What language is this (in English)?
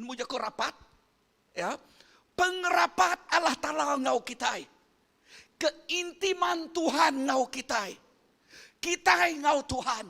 Iban